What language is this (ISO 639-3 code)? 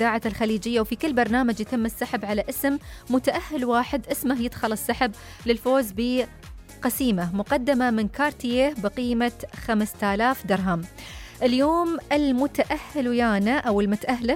ara